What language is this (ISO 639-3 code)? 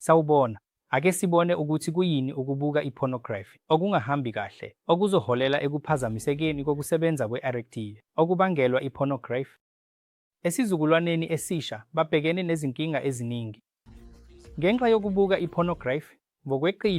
zul